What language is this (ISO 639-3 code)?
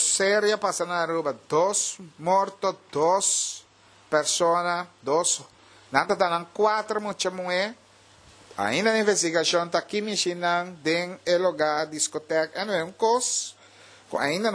pap